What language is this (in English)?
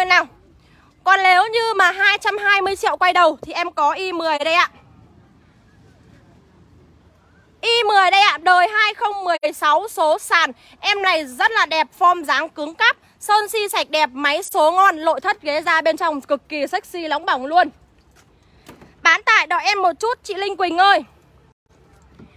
Vietnamese